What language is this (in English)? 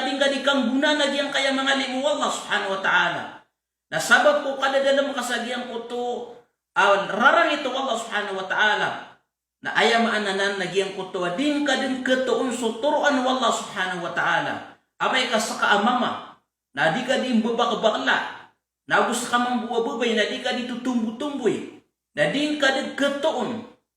Maranao